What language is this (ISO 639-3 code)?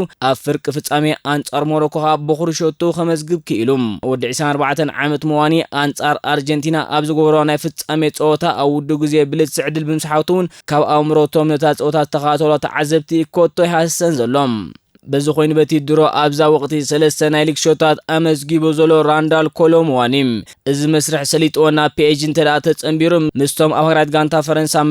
tir